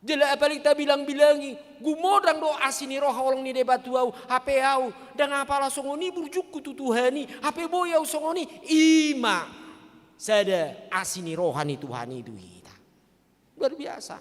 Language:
Batak Toba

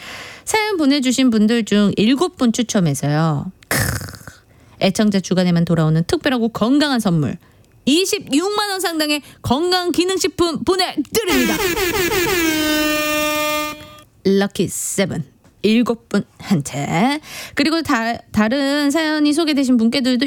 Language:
Korean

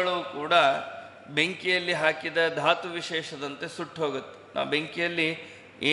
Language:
Kannada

